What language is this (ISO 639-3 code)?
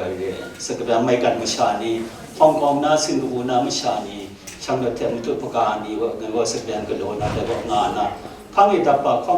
kac